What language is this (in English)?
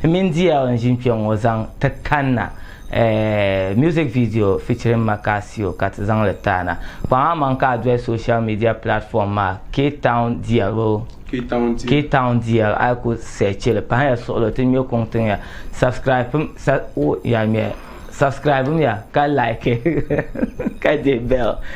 Dagbani